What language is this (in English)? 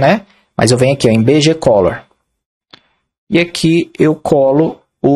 Portuguese